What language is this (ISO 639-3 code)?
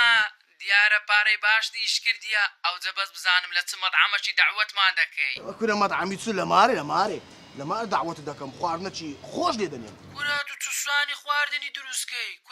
ckb